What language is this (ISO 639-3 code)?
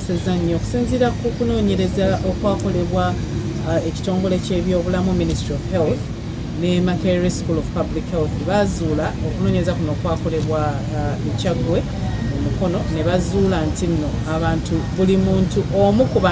lug